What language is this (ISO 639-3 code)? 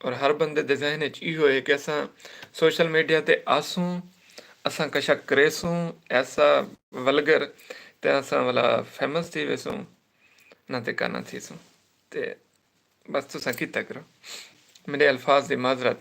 skr